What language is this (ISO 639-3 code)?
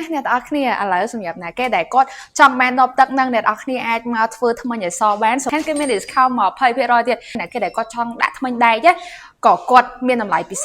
khm